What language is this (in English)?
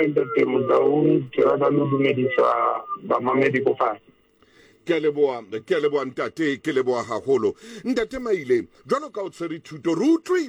Southern Sotho